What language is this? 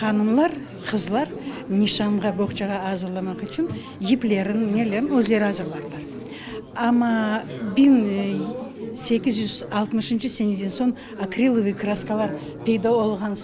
Crimean Tatar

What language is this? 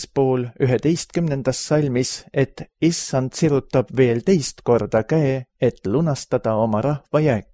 Estonian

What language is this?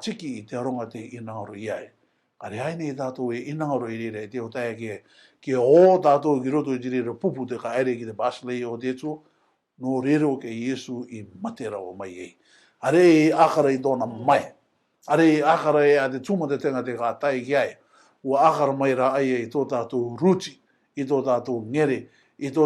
Rarotongan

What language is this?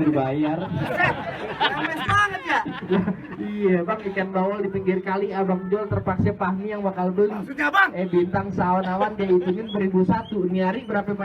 Betawi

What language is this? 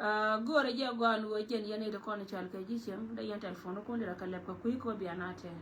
Nuer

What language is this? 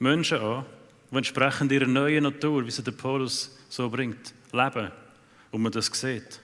Swiss German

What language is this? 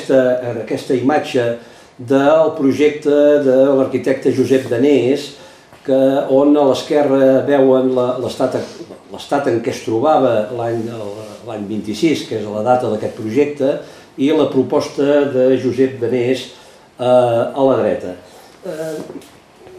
Catalan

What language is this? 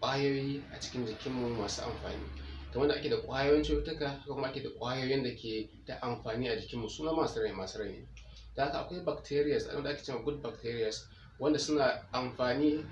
Hausa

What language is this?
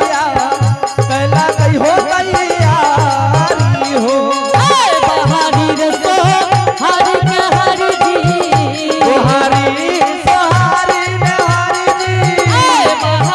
Angika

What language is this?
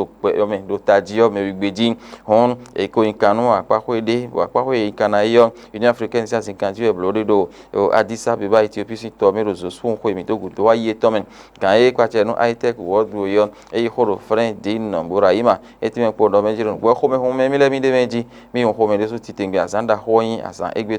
Fon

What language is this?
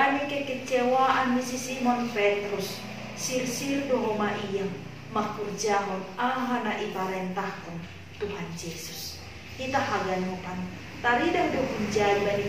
Batak Simalungun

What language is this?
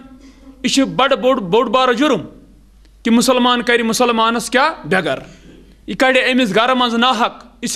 Kashmiri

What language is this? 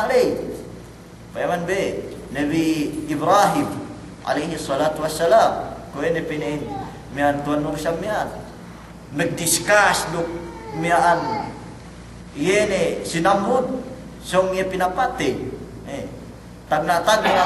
Yakan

